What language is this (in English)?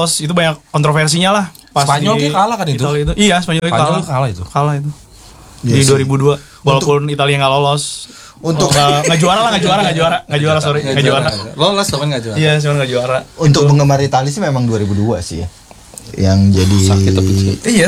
Indonesian